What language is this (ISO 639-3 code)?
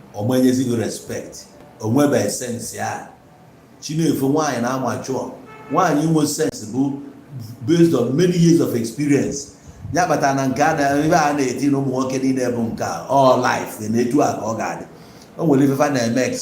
ibo